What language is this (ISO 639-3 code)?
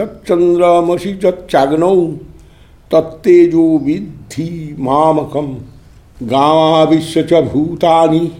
san